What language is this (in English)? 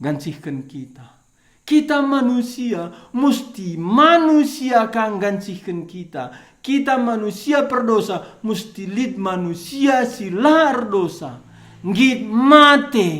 Batak Karo